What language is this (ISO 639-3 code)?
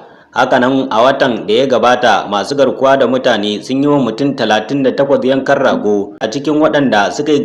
hau